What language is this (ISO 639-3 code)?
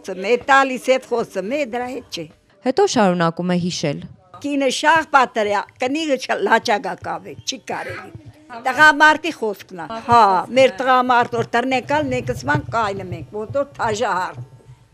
hye